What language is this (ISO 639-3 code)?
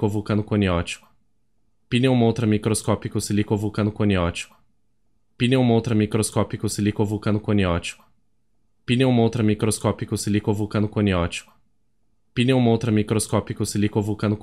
por